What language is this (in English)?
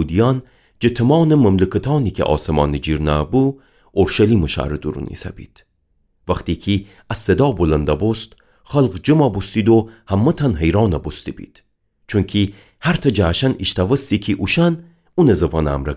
Gilaki